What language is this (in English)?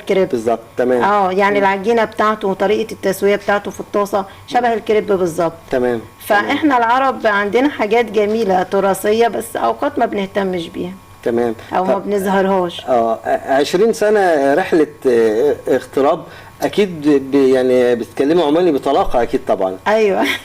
Egyptian Arabic